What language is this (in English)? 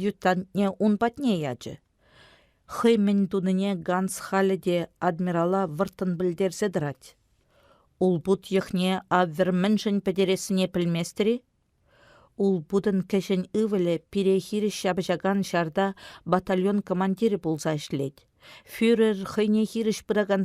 Chuvash